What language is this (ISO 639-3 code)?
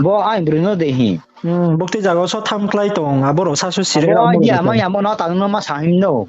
ria